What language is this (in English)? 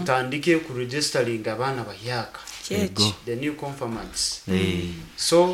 Nyoro